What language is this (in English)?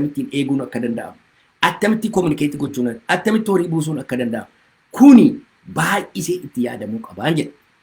Oromo